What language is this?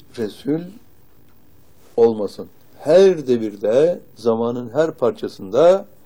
Turkish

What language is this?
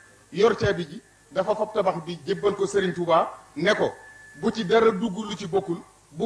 Wolof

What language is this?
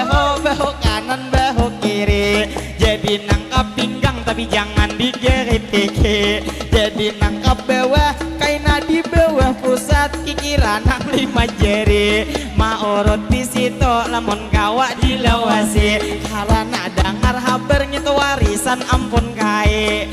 Banjar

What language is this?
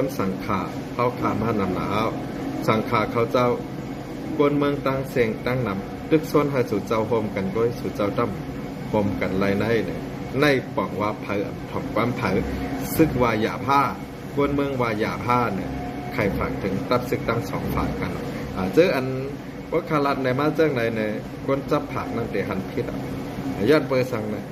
Shan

